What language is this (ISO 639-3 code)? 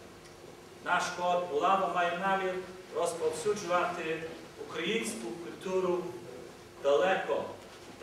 ukr